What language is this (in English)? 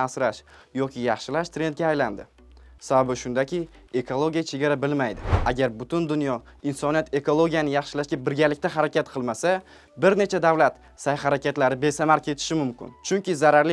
Uzbek